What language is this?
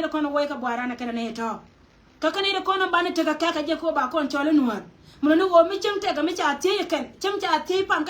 Nuer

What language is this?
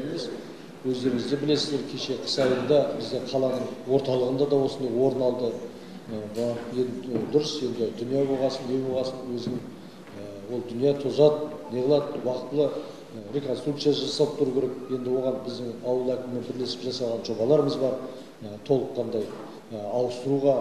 Kazakh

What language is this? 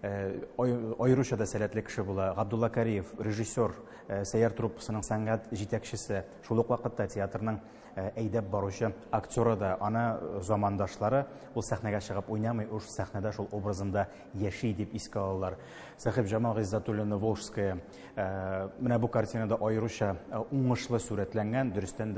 Tatar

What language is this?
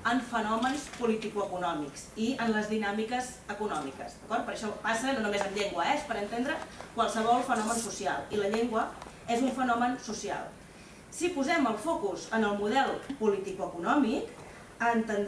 Catalan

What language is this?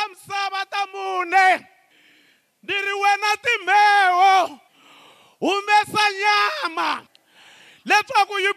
Tsonga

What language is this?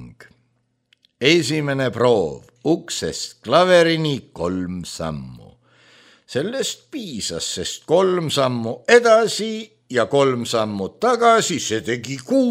Estonian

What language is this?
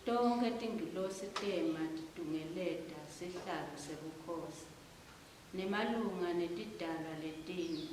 Swati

